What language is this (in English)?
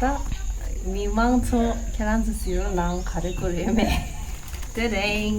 Tibetan